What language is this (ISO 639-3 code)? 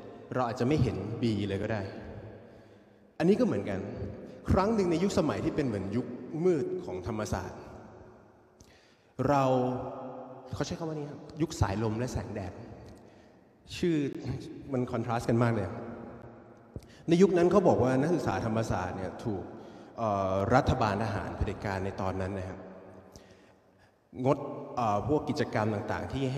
tha